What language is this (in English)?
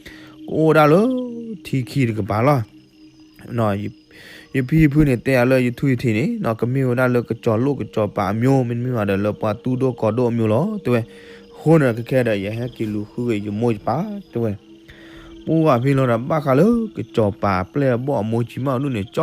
S'gaw Karen